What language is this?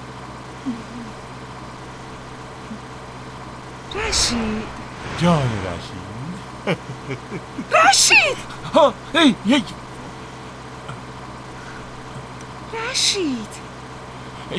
Persian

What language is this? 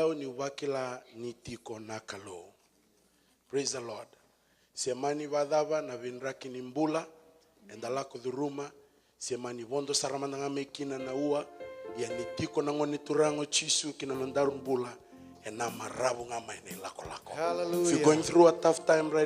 Fijian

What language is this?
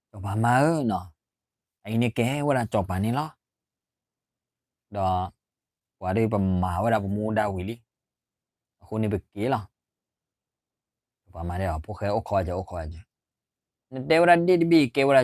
S'gaw Karen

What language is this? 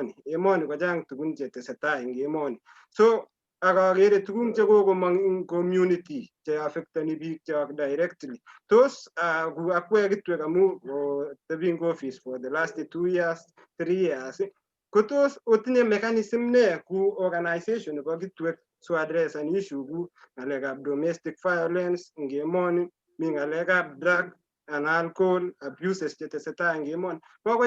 Kalenjin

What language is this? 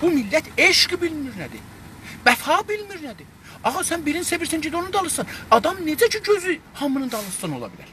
South Azerbaijani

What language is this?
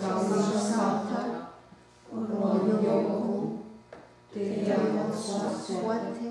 Mohawk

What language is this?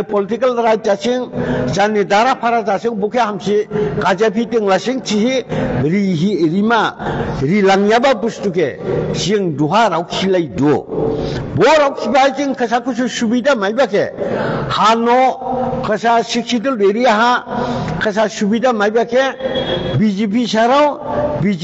Dimasa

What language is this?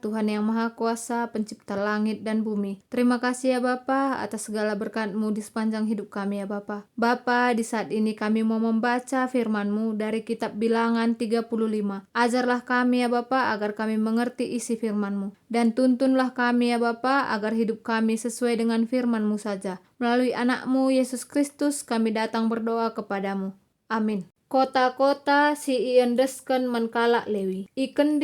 Batak Karo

